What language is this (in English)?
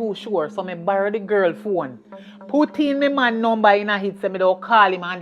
Jamaican Creole English